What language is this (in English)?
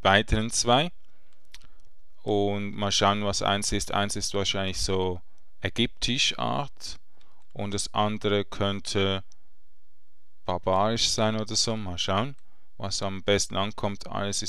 German